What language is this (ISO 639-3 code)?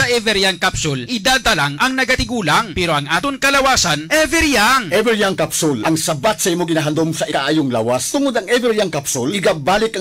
hil